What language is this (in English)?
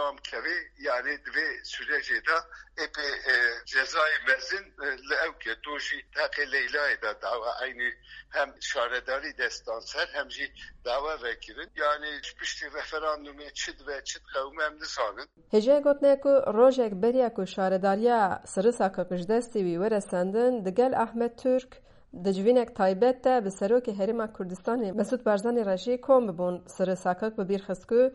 Kurdish